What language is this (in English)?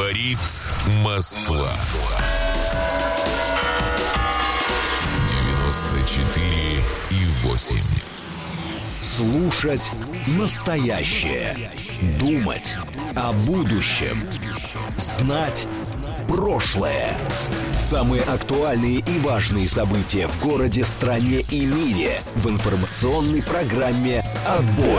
Russian